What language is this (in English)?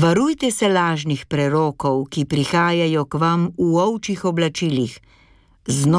Slovenian